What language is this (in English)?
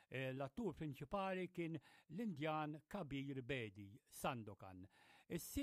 Maltese